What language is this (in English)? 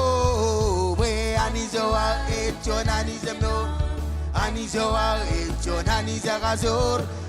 Marshallese